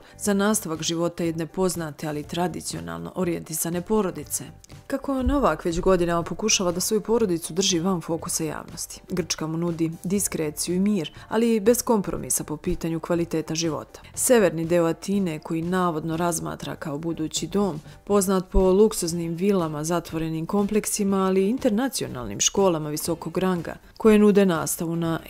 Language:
Serbian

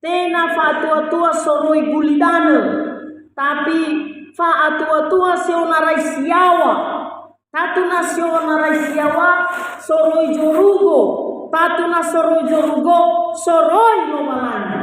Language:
Nias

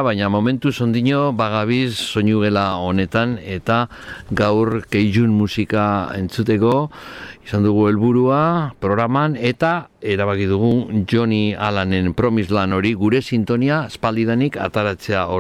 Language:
Basque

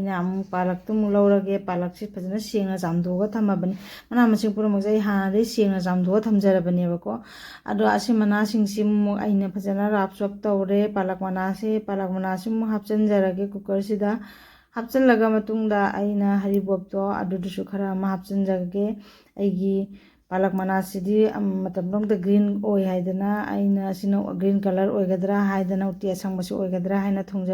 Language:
Manipuri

